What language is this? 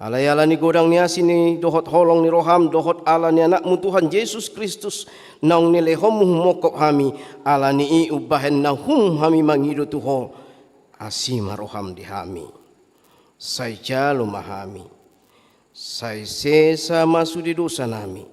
Batak Toba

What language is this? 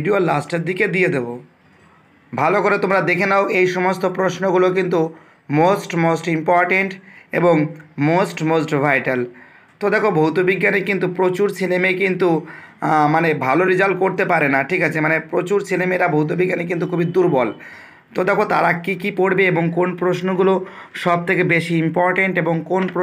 Bangla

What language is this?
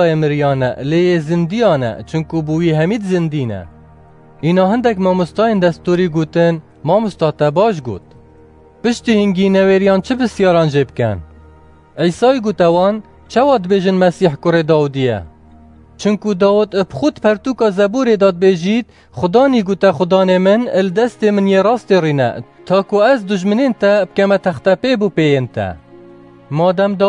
Kurdish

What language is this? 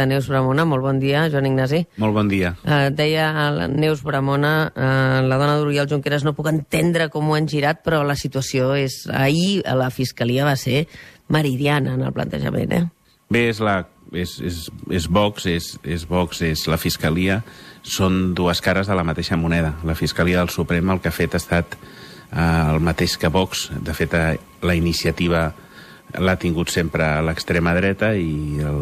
Catalan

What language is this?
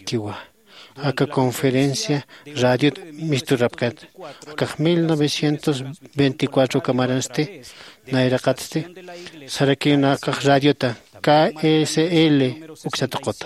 Aymara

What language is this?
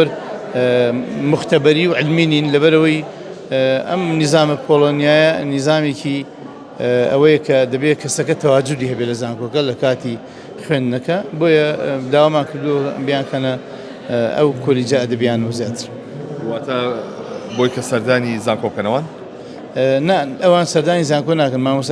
Central Kurdish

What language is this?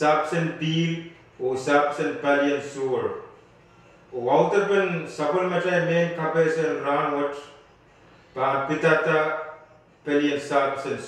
Pohnpeian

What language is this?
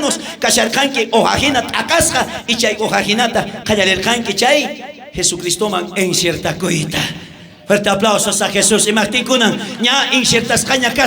South Bolivian Quechua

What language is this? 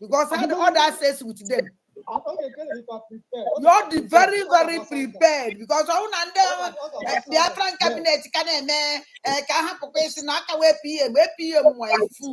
Igbo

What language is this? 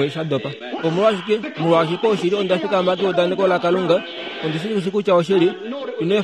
Kuanyama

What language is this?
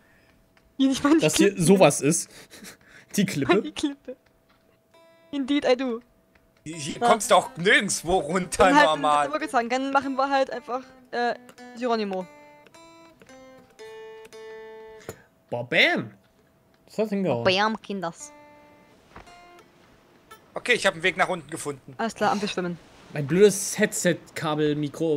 German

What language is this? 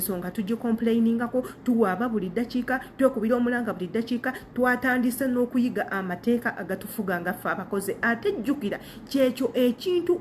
Ganda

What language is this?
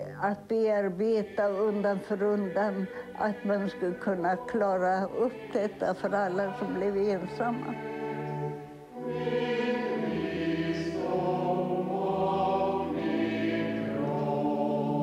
Swedish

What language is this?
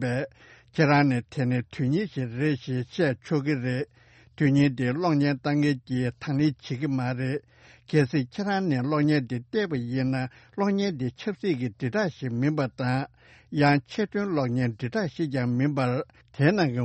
Tibetan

